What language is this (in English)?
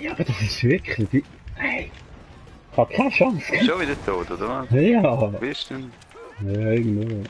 Swiss German